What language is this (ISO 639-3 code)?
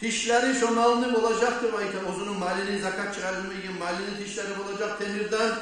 kum